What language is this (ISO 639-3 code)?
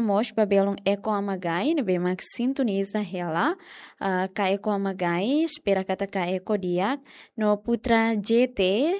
tet